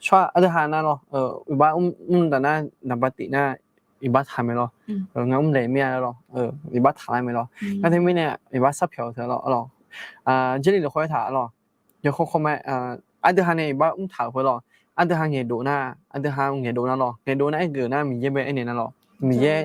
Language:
Akha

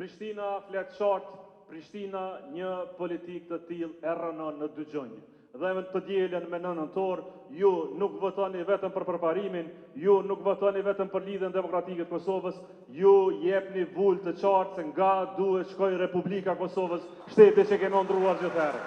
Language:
Albanian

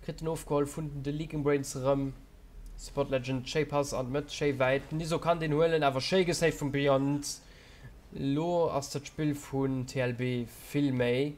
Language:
Luxembourgish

